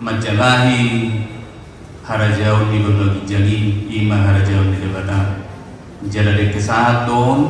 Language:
Batak Toba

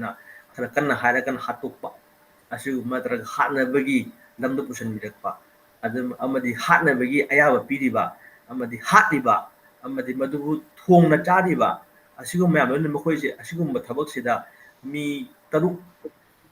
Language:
Manipuri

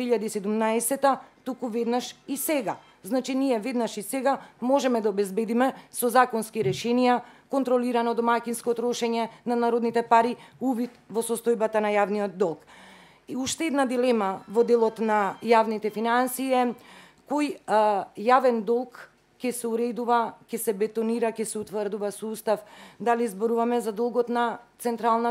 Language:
Macedonian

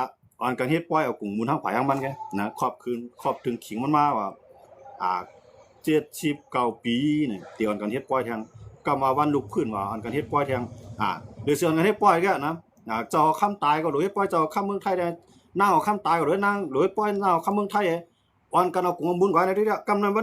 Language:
Shan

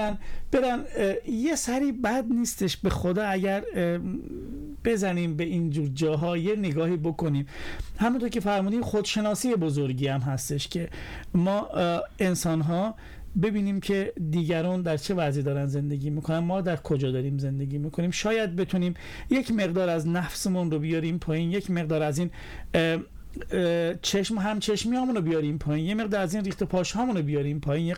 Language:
Persian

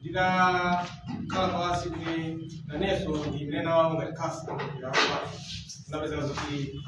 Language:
Nyanja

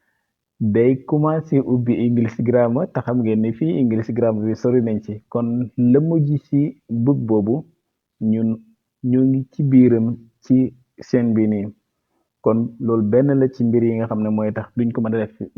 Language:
Wolof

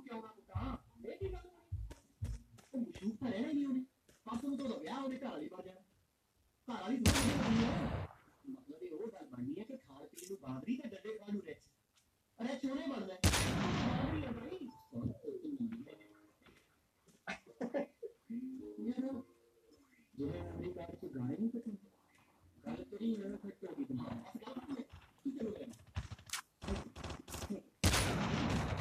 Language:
Punjabi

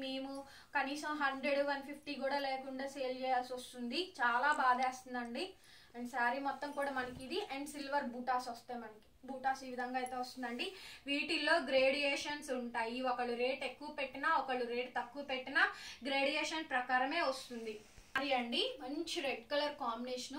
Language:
Telugu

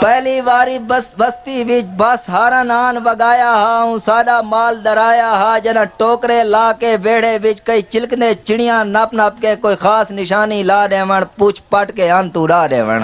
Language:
Saraiki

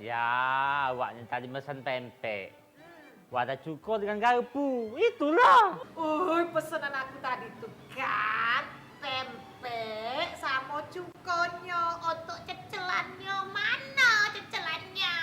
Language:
Musi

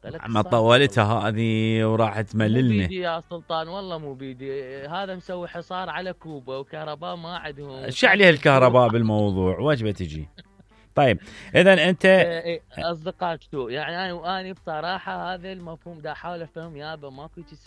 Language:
Mesopotamian Arabic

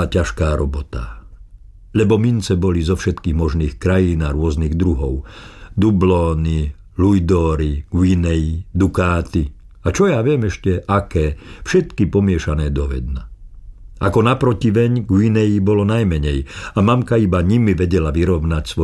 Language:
Slovak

